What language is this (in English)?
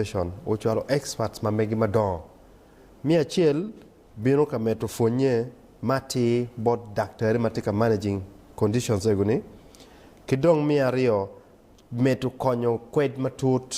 Acoli